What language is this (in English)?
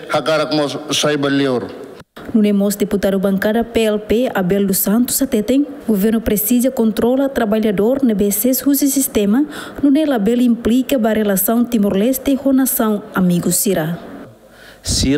Tetum